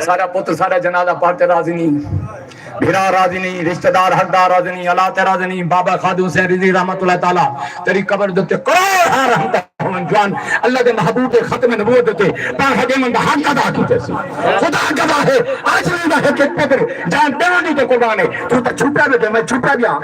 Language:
Saraiki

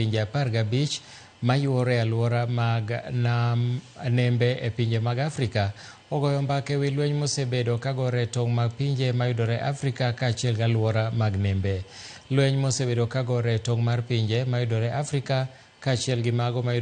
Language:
Luo (Kenya and Tanzania)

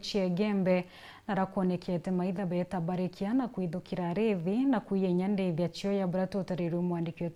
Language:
Meru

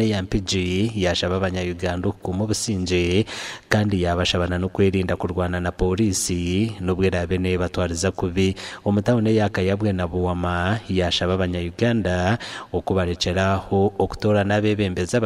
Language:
Nyankole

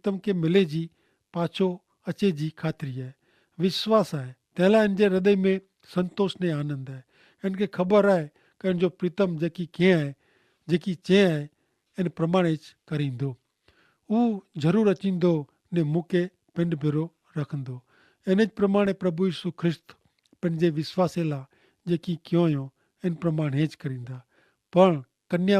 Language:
Kachhi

